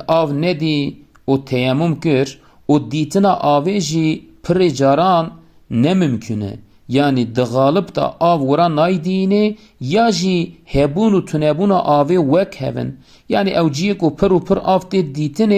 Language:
Kurdish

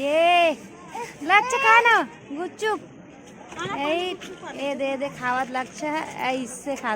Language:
Chhattisgarhi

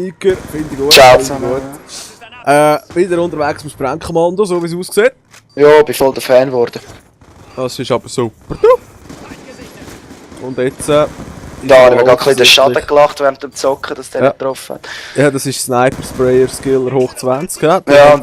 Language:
Swiss German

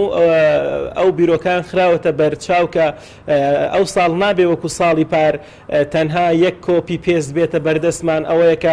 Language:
Central Kurdish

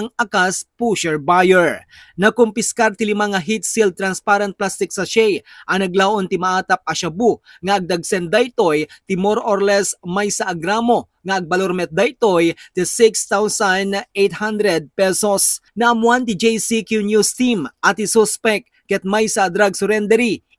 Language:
Iloko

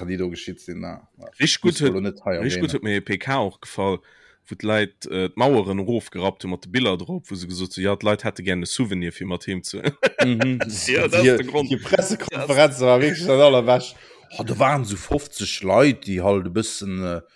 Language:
Luxembourgish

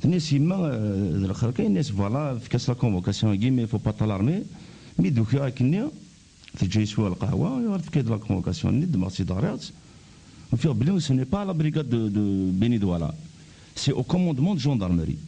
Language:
Kabyle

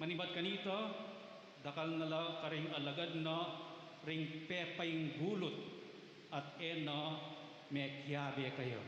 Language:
Pampanga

